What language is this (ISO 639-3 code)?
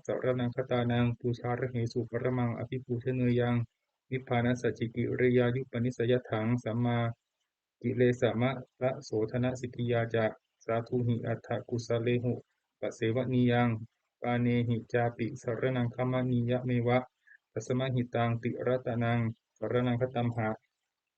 pli